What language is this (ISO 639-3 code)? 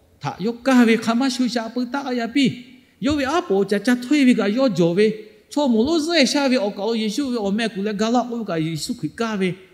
lhu